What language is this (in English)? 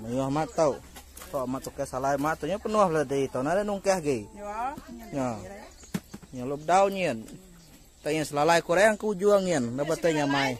Iban